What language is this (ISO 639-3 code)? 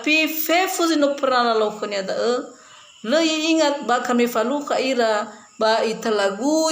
nia